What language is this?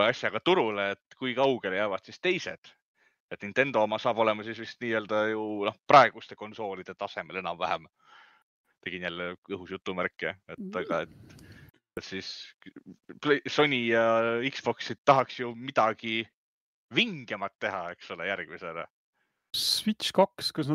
Estonian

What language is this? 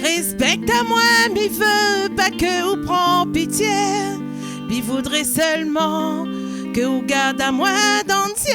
Réunion Creole French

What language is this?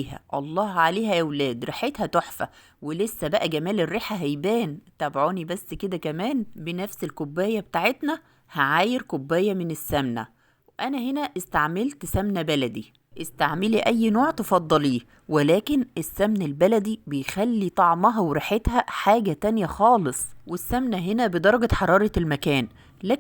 Egyptian Arabic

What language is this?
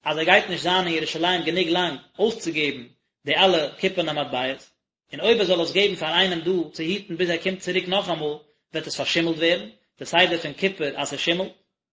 Yiddish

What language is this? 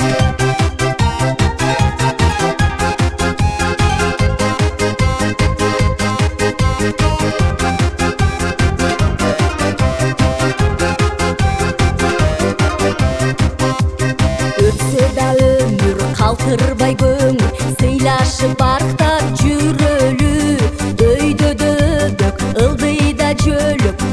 Kyrgyz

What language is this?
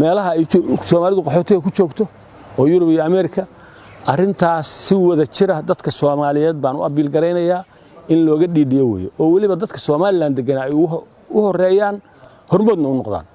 Somali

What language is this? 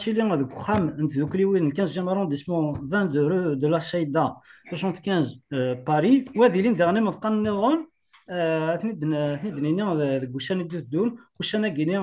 Kabyle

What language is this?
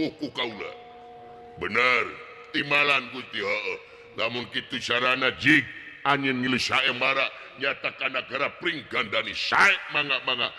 Sundanese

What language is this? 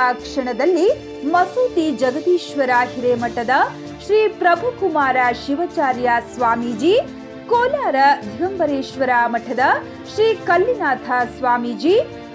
Kannada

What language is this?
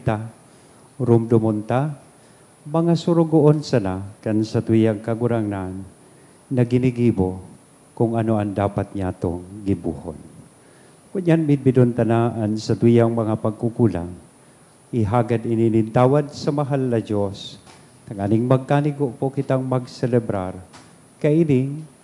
Bikol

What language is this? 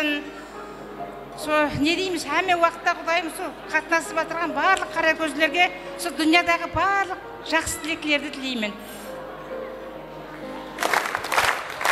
Kara-Kalpak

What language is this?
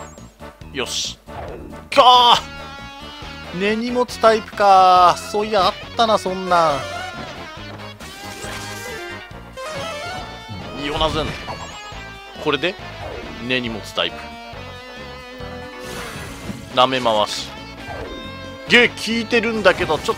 Japanese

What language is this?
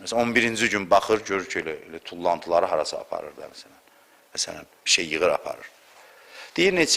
Azerbaijani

